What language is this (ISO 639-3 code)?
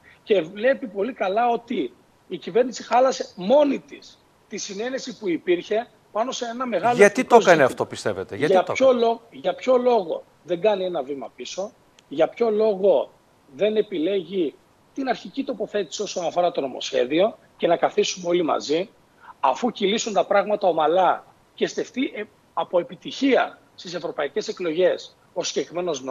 ell